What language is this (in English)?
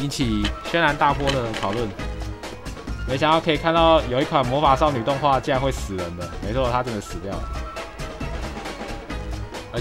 Chinese